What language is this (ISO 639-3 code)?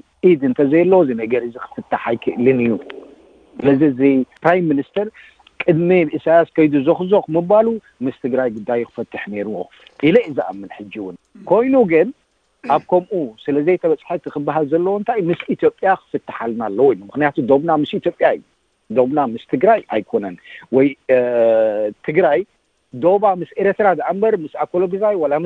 tir